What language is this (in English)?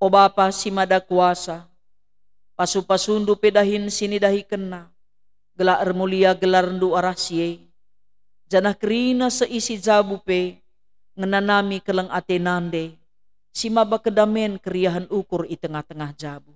Batak Karo